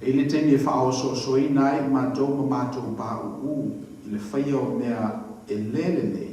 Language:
Samoan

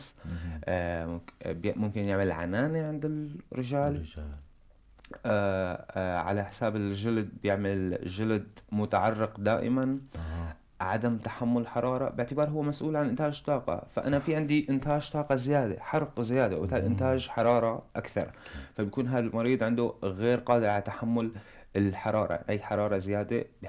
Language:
North Levantine Arabic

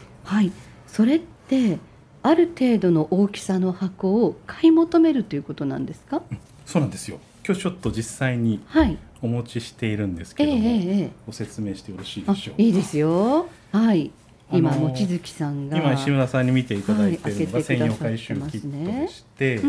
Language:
Japanese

